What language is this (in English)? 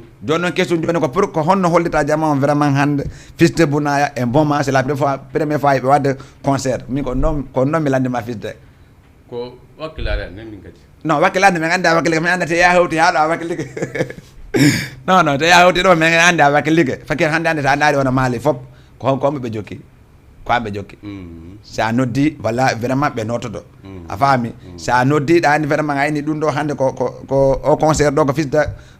Fula